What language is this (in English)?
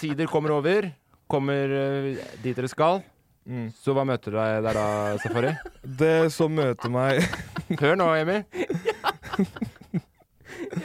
Norwegian